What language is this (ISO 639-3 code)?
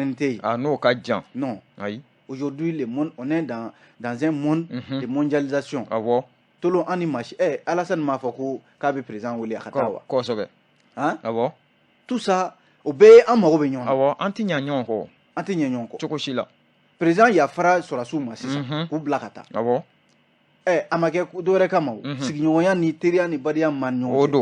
bam